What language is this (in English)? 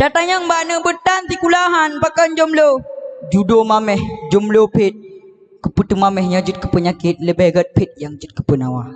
Achinese